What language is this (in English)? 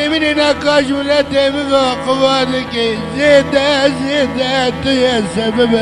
Kurdish